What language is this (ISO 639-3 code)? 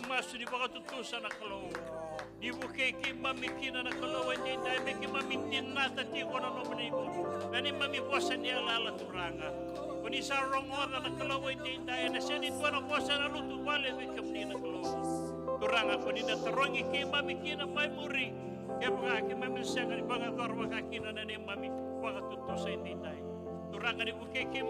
fij